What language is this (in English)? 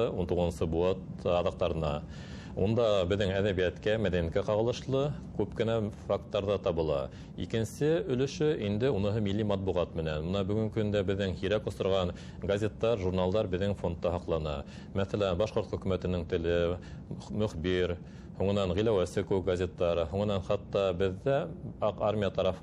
Bashkir